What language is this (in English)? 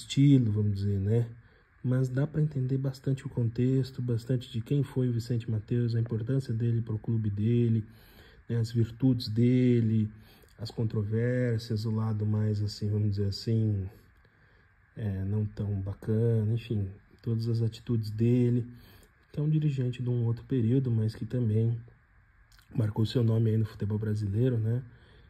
Portuguese